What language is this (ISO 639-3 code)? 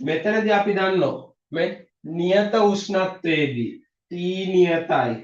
sin